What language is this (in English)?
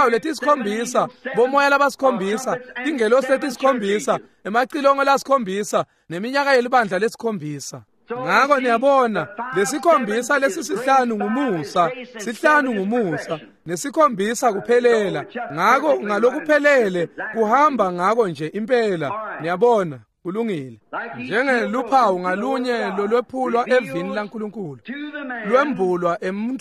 Swati